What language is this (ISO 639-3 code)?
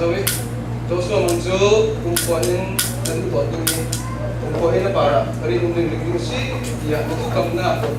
cfm